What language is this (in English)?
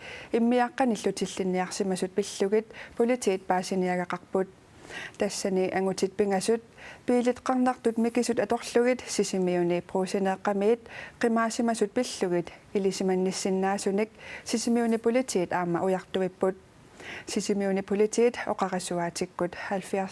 Kalaallisut